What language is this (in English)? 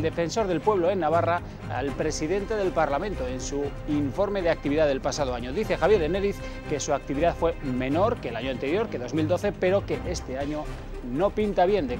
Spanish